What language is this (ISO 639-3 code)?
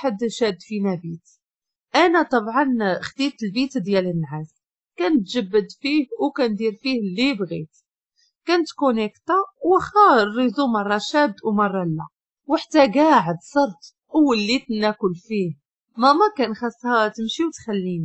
ary